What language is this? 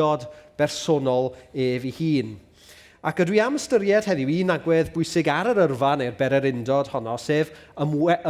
Welsh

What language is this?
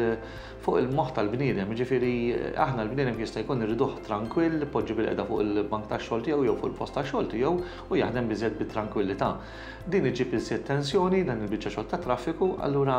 Maltese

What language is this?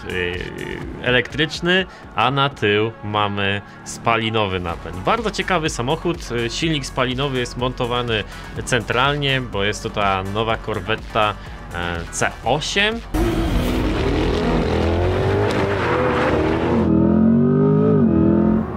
Polish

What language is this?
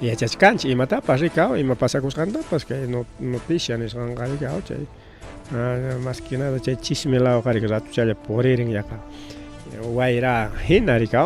Ayacucho Quechua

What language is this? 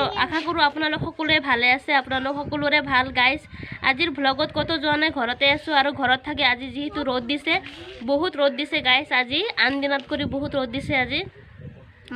Assamese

